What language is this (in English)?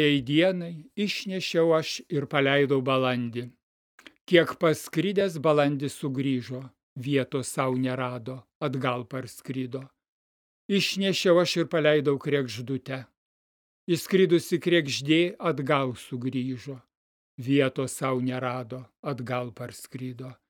Lithuanian